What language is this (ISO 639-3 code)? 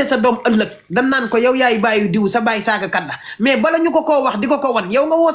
wol